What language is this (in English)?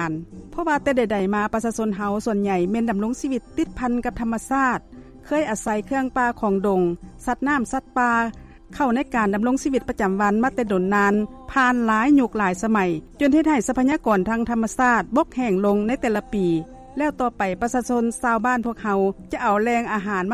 Lao